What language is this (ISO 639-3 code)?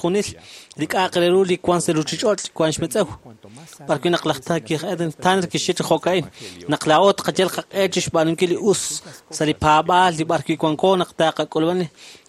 kek